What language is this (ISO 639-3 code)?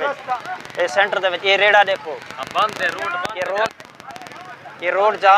skr